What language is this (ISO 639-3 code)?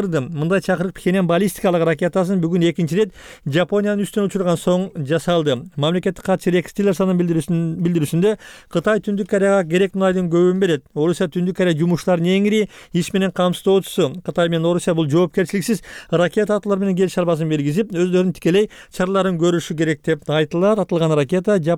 kir